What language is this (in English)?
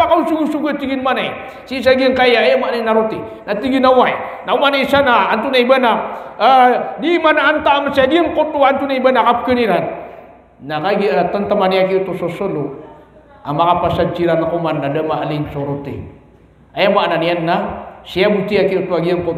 Maranao